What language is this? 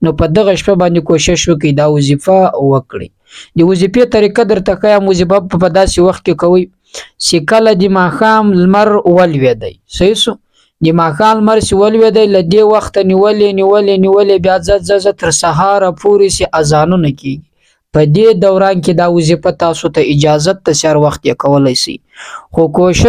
Pashto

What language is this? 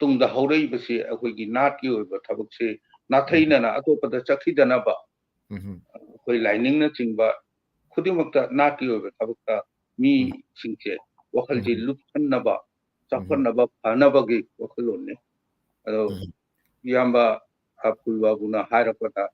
Manipuri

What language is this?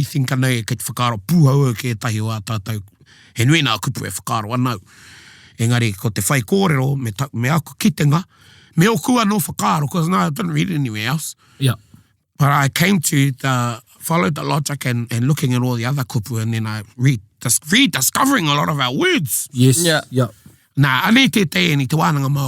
Māori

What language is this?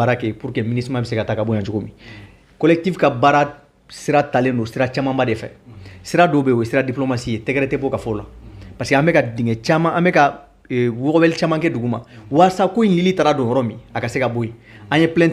Bambara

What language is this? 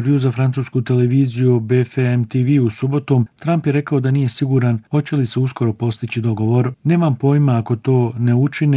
Bosnian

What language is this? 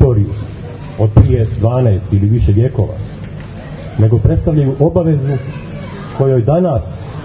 Serbian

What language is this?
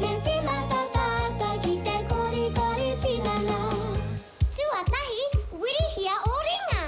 Māori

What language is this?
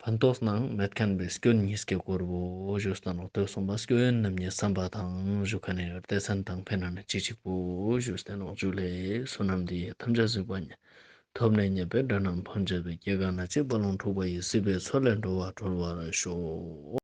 Ladakhi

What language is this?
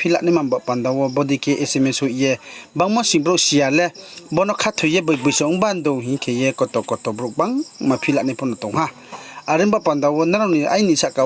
Riang (India)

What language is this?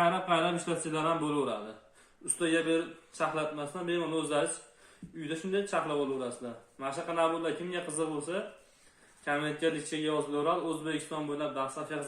Uzbek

